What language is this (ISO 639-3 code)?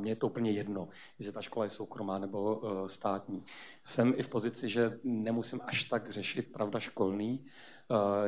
ces